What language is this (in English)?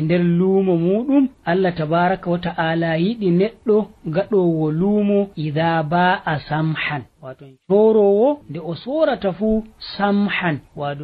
Nigerian Fulfulde